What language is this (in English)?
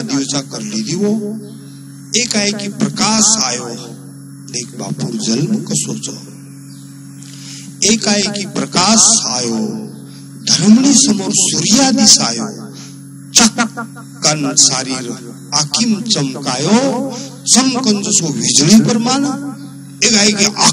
Lambadi